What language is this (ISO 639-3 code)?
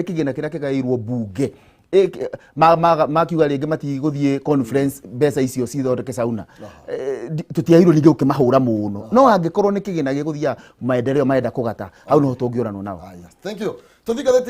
kik